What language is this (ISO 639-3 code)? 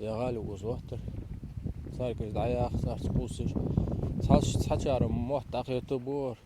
inh